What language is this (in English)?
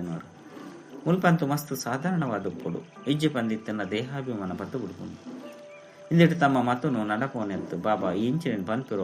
Tulu